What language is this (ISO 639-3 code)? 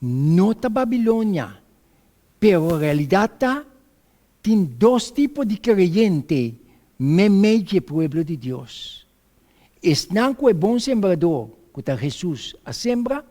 pap